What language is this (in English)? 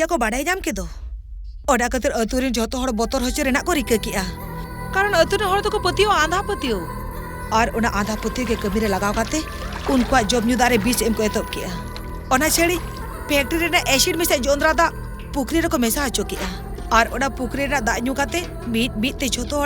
Santali